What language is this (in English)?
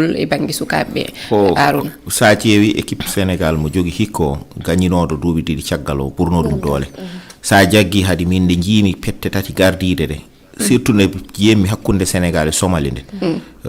Fula